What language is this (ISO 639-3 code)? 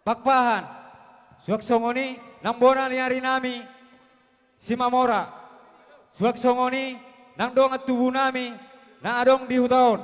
bbc